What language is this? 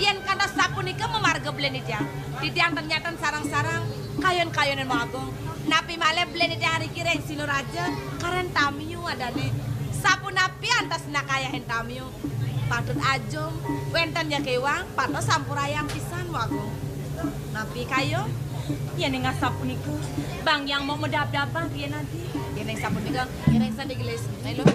Balinese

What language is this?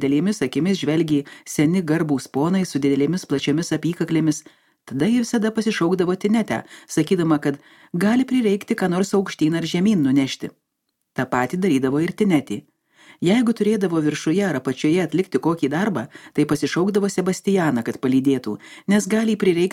Lithuanian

